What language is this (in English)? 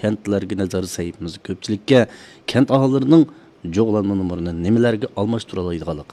Uyghur